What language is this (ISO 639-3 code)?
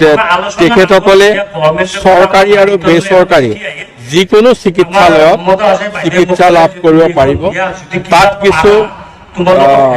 asm